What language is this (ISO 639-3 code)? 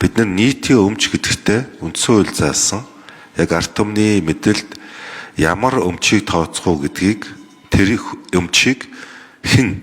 mon